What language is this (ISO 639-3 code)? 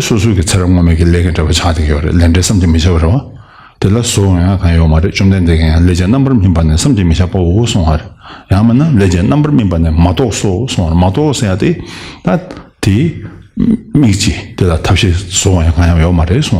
bod